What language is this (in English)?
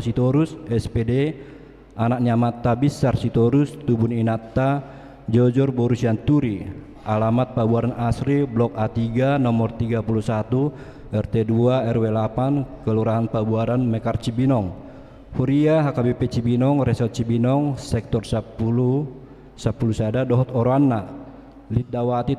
Batak Toba